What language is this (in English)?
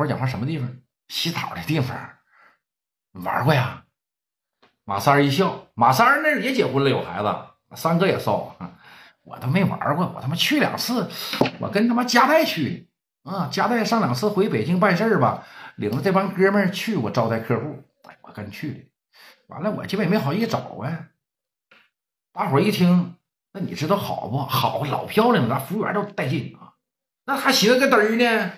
Chinese